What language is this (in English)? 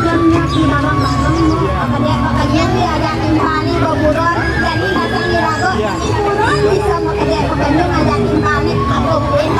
Balinese